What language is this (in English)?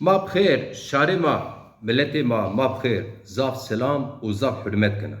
Zaza